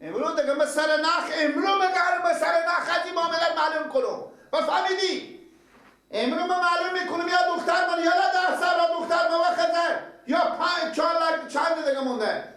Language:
Persian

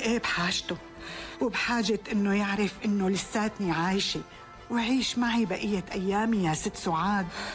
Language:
North Levantine Arabic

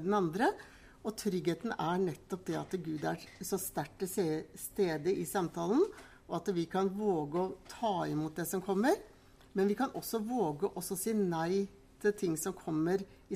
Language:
Norwegian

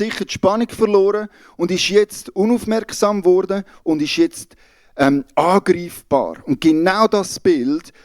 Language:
Swiss German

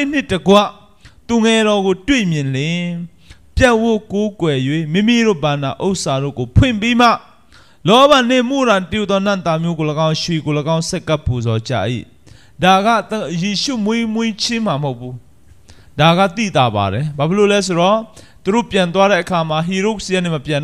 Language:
Burmese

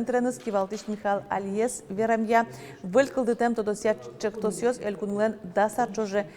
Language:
Udmurt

